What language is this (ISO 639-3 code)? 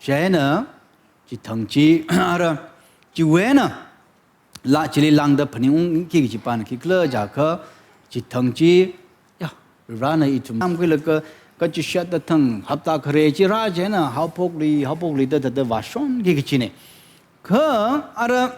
nmf